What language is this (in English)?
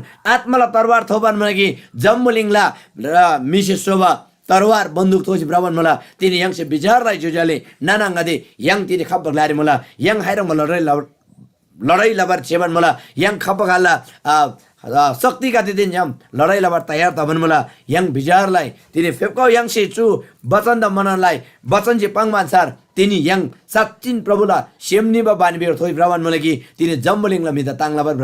Eastern Tamang